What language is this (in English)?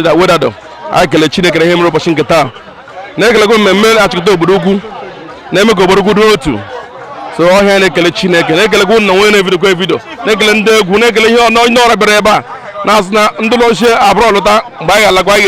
Igbo